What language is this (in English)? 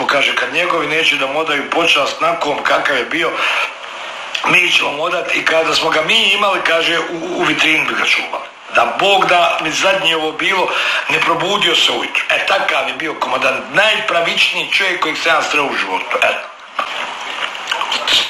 Bosnian